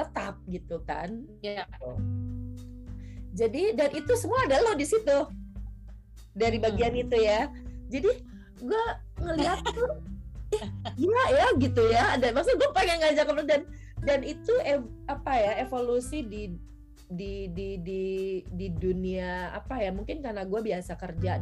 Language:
Indonesian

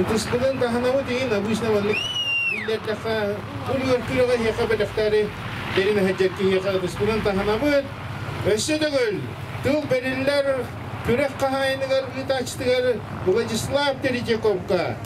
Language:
Yakut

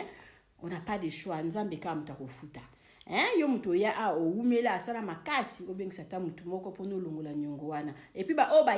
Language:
Lingala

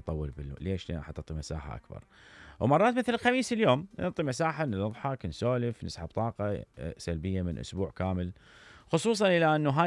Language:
Mesopotamian Arabic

